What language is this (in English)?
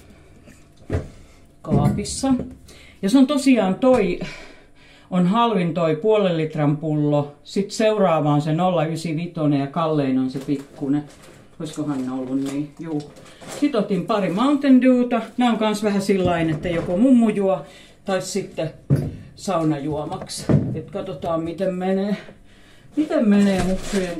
Finnish